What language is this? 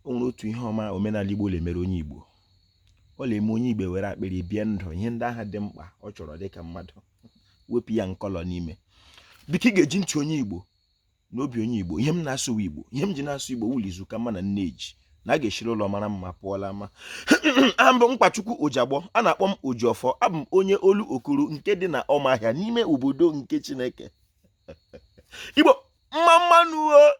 Igbo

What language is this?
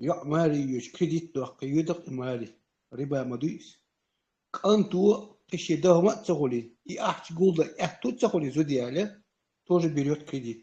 Chechen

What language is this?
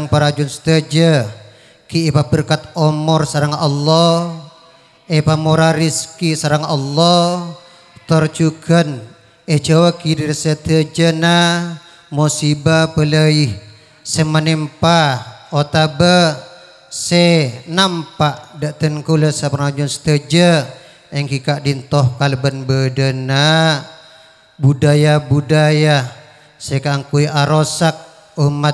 Madurese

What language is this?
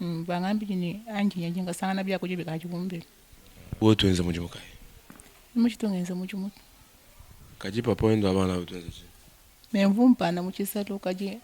Luba-Lulua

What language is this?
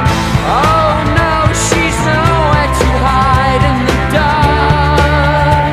English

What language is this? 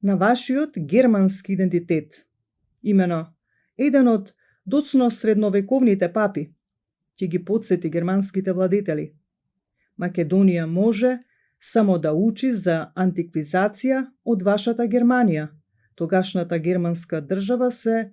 Macedonian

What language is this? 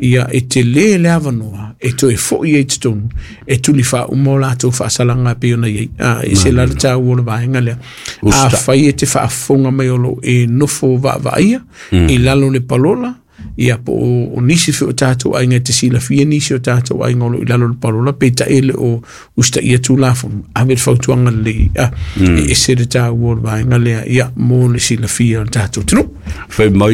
Samoan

